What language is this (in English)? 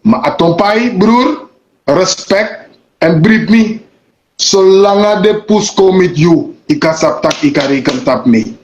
Sranan Tongo